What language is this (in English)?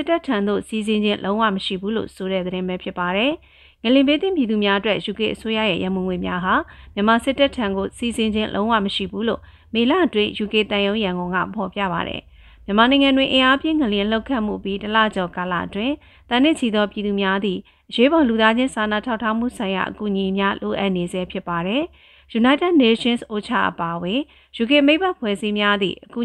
Burmese